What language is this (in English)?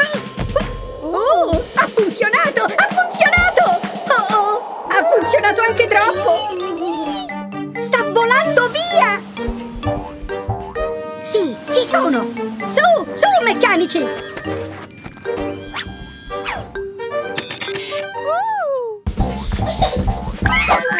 Italian